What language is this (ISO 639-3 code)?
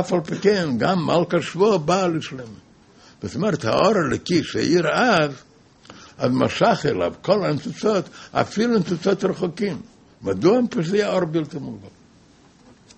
heb